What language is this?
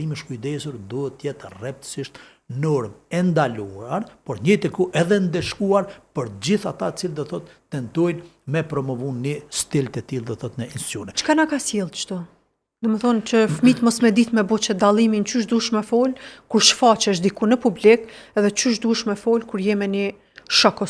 Albanian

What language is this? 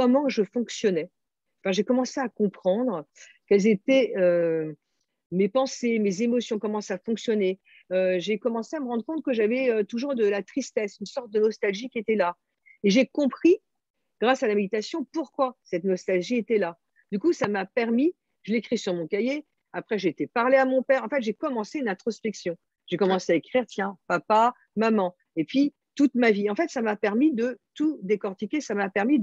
French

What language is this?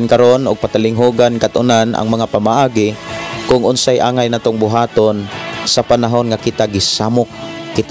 Cebuano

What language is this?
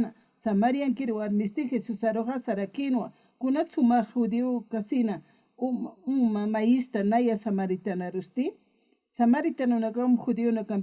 Aymara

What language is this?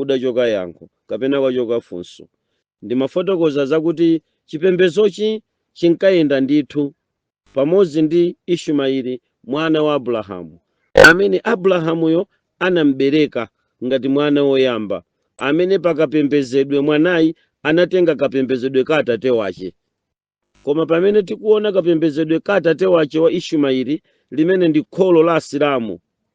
Nyanja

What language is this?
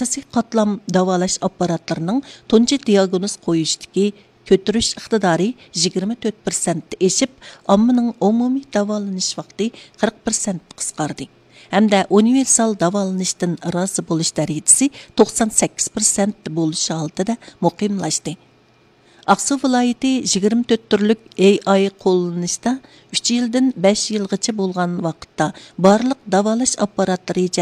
Uyghur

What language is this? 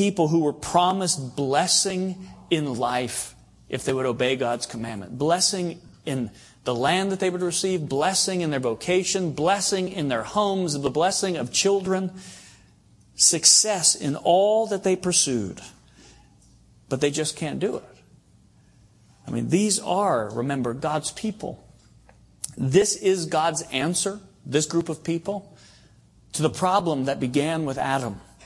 English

